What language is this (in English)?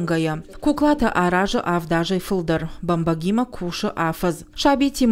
Ossetic